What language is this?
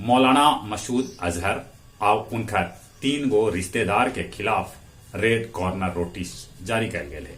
Magahi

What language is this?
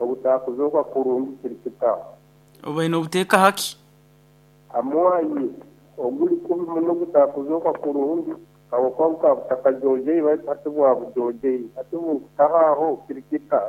Nyankole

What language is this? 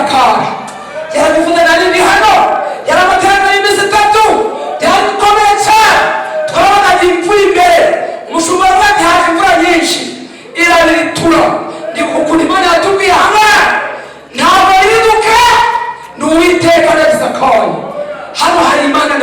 Kinyarwanda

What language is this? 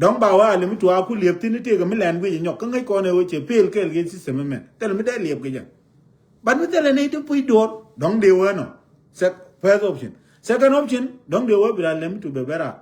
Nuer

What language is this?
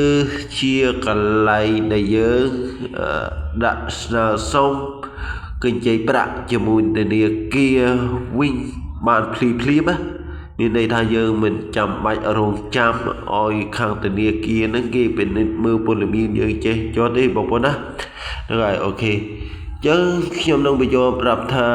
Khmer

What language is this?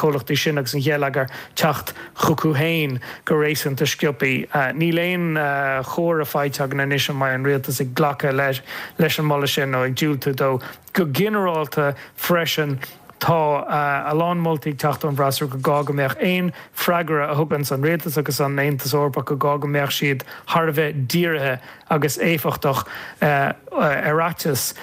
Irish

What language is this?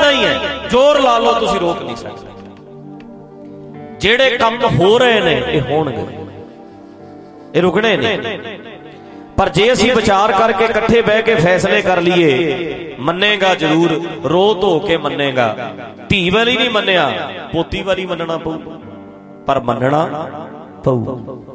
Punjabi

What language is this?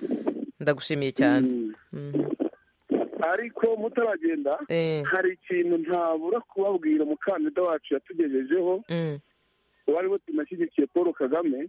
Kinyarwanda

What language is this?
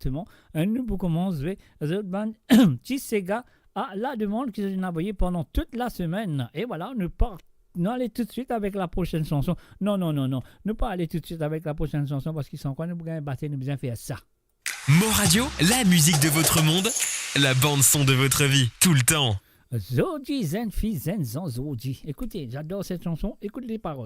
Morisyen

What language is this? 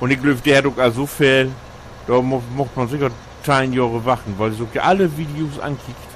Low German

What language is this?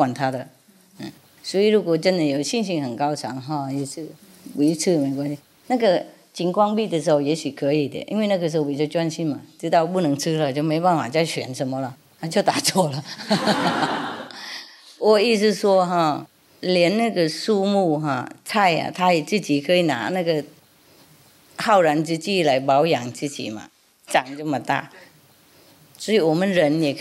Chinese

